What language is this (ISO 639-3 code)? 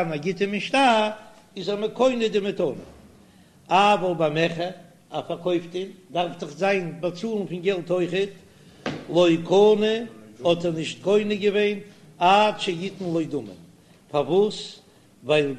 yid